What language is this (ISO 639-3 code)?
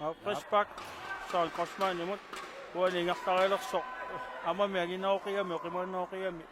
kal